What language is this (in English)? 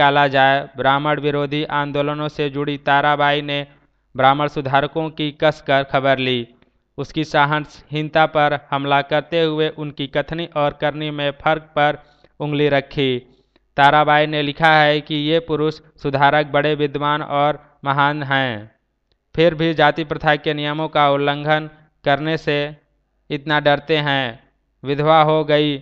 Hindi